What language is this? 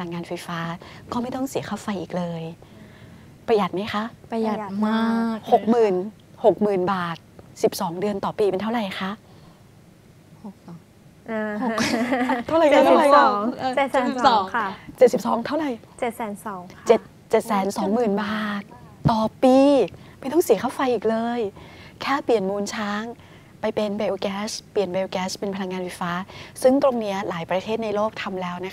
Thai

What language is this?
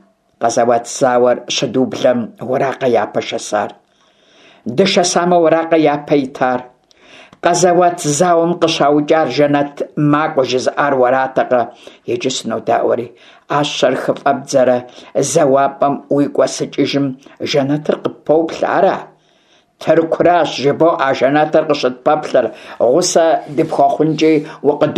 Kabardian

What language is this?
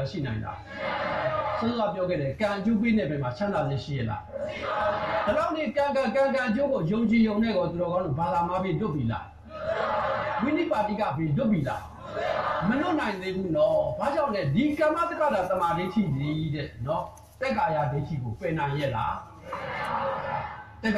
Burmese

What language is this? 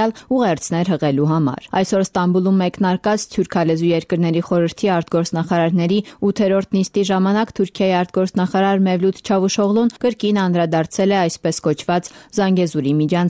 Armenian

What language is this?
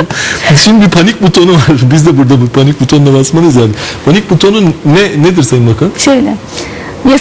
Turkish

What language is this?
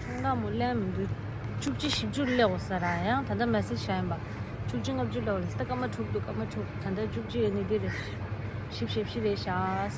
Tibetan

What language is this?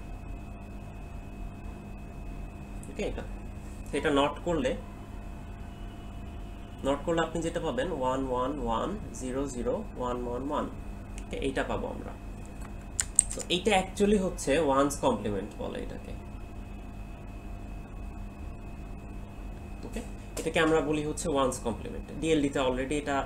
Bangla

